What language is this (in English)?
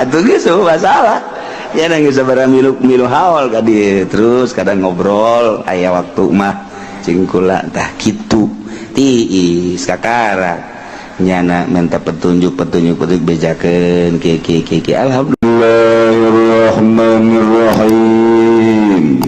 Sundanese